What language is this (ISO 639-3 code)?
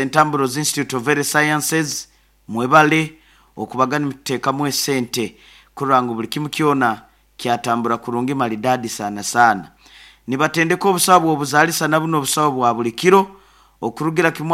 nyo